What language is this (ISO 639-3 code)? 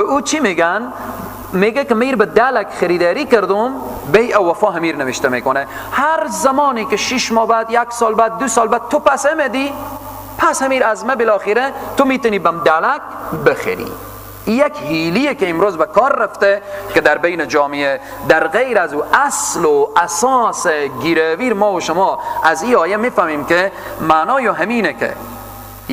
fas